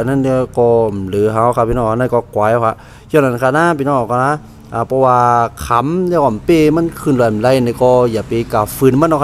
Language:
Shan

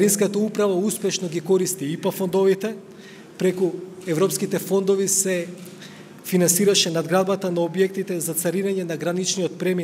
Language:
Macedonian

